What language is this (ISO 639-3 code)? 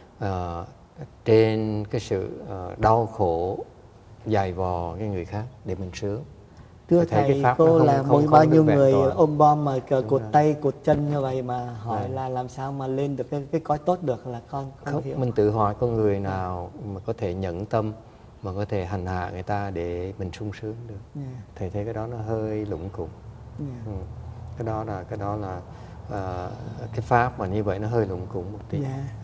vie